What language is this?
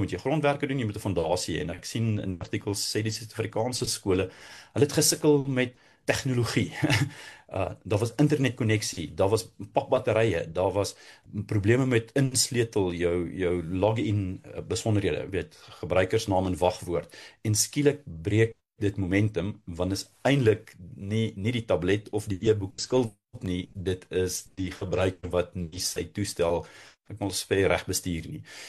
Afrikaans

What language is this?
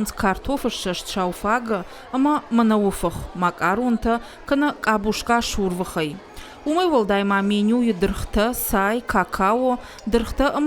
Ossetic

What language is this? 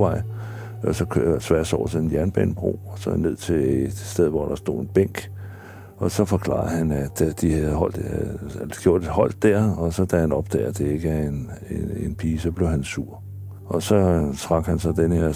Danish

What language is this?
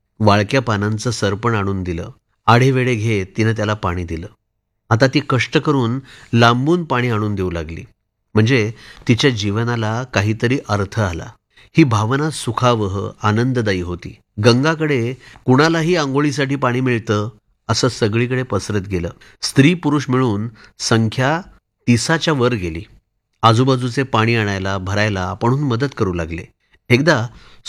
Marathi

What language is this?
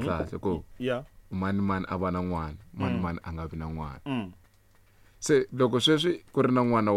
Tsonga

